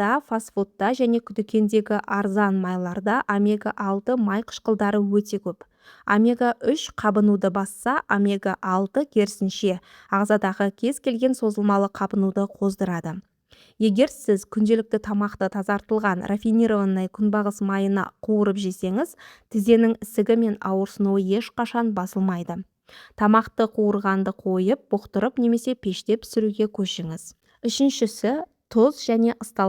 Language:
Kazakh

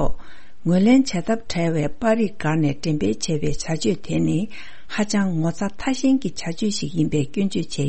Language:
Tibetan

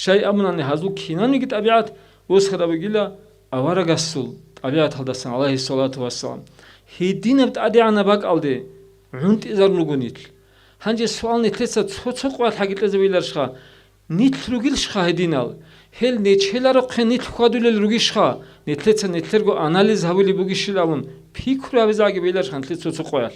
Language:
Avaric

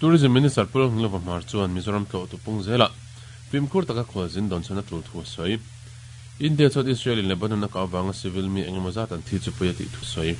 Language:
Mizo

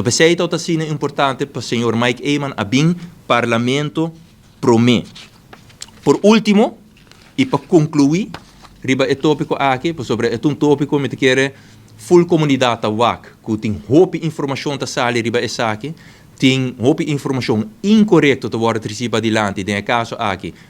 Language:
Papiamento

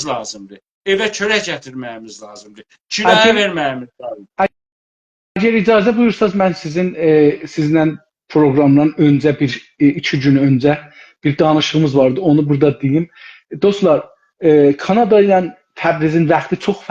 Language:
South Azerbaijani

